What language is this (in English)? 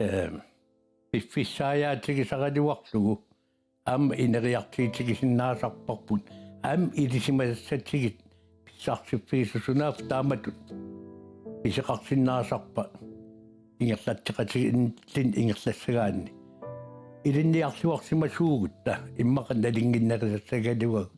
Kalaallisut